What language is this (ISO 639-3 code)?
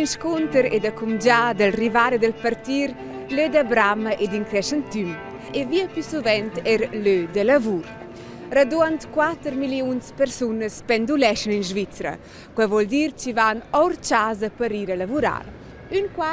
roh